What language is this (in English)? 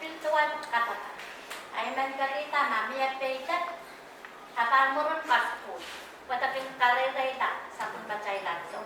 Pohnpeian